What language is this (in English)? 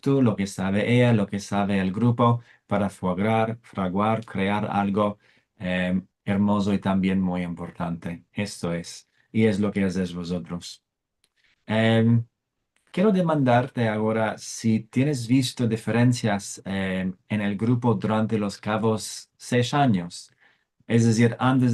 Ladino